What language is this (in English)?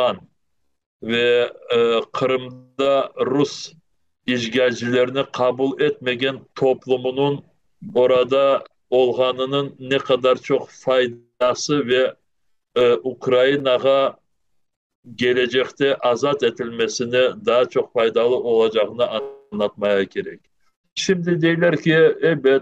Crimean Tatar